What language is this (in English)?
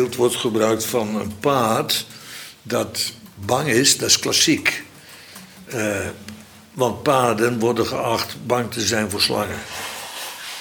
Dutch